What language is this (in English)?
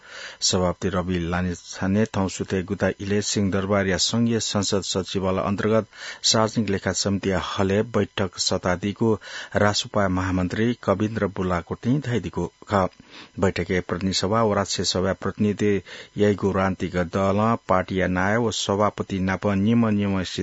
Newari